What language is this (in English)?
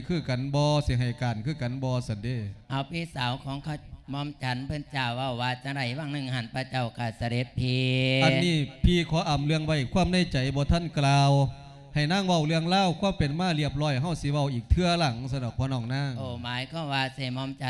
Lao